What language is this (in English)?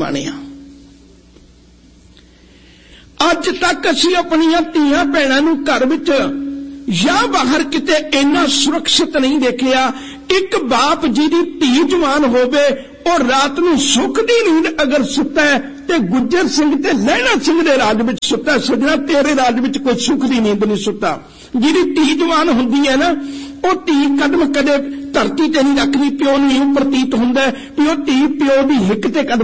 Punjabi